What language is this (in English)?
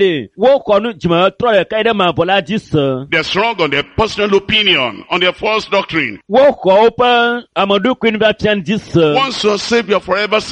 Ewe